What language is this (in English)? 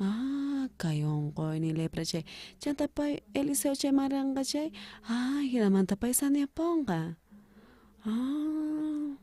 South Bolivian Quechua